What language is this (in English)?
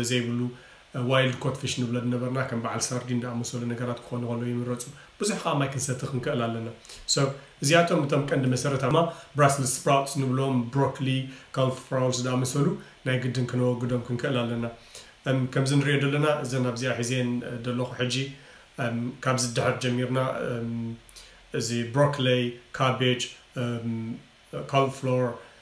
Tigrinya